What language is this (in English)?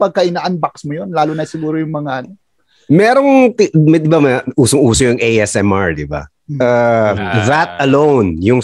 Filipino